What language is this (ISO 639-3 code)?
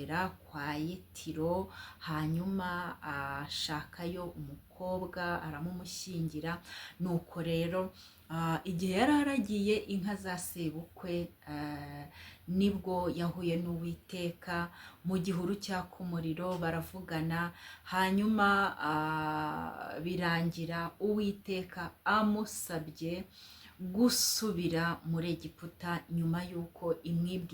kin